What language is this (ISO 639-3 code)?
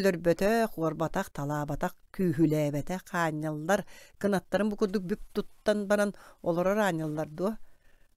sah